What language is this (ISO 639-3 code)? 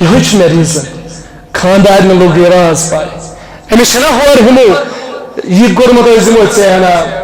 kas